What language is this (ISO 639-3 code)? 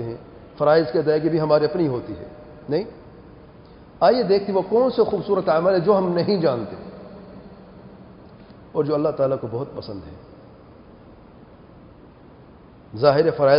urd